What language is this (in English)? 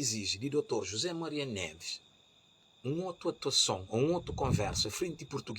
Kabuverdianu